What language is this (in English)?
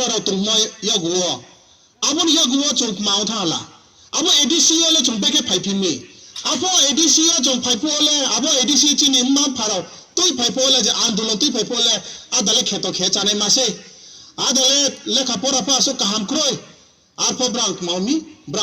Riang (India)